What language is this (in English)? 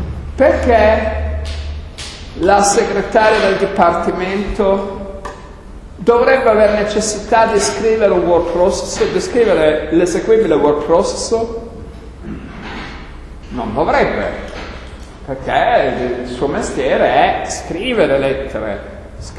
Italian